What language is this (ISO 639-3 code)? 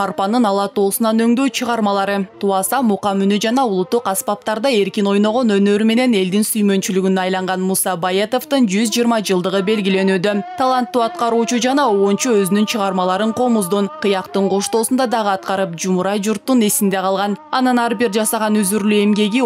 kir